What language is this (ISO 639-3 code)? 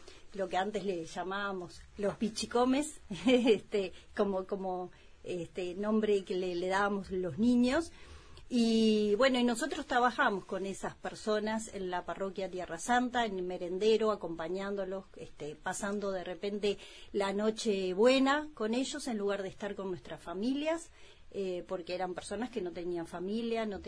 spa